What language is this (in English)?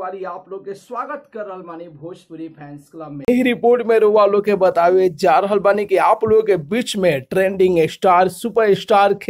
Bhojpuri